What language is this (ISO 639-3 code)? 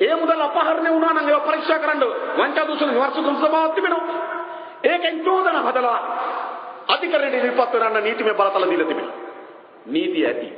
sin